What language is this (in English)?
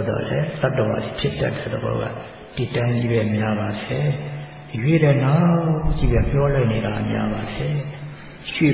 Burmese